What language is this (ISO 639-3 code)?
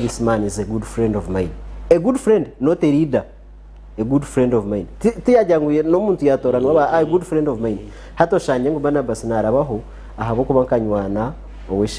nyn